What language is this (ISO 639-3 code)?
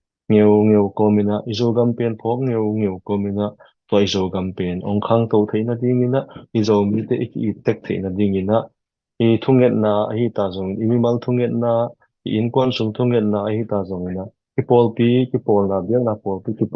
ctd